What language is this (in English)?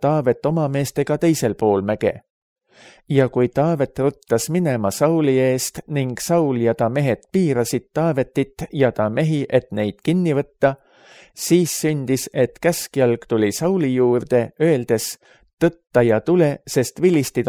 Estonian